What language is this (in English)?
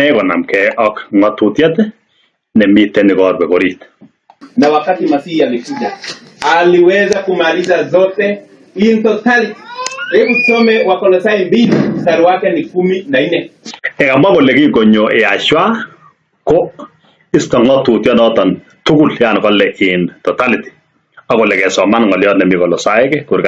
Kalenjin